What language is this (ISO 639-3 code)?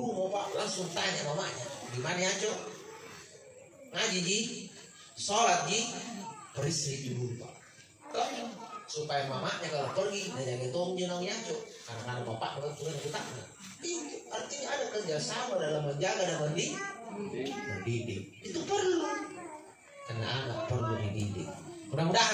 ind